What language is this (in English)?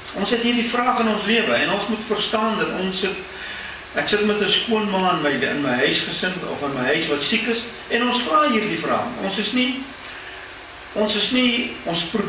Afrikaans